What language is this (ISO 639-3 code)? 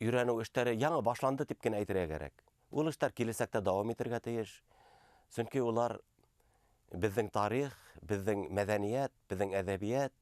bak